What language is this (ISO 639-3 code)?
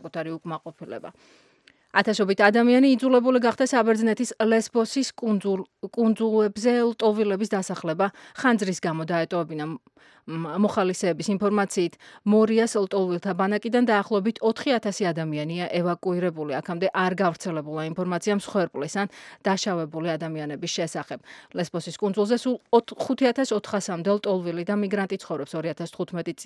kat